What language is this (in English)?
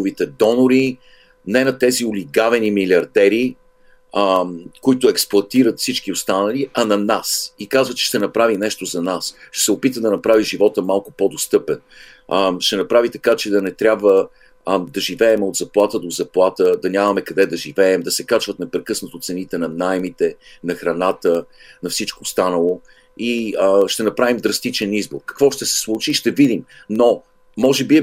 Bulgarian